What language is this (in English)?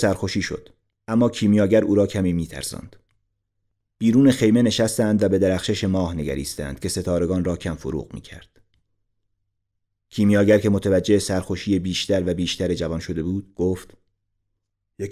Persian